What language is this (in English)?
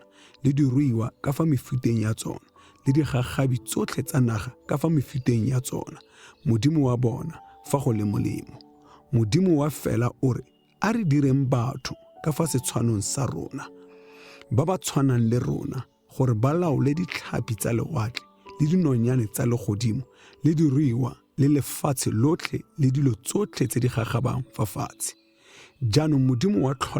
Tswana